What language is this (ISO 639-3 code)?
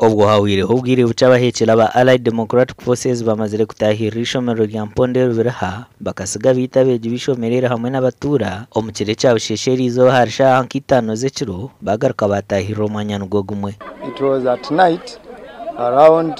nyn